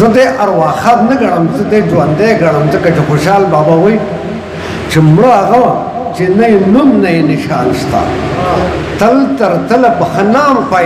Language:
Pashto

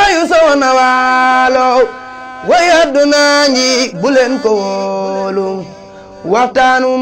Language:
Wolof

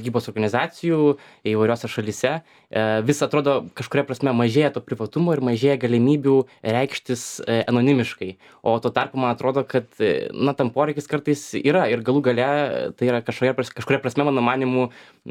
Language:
Lithuanian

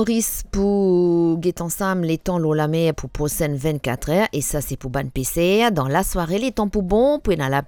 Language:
Morisyen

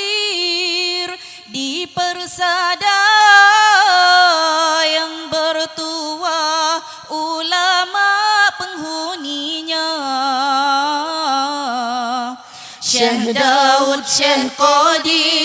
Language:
Malay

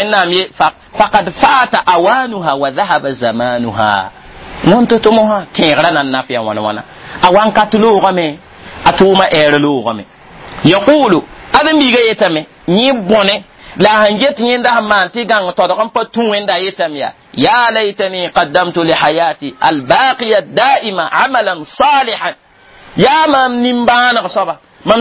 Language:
Mossi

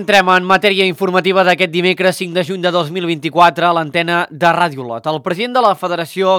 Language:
Catalan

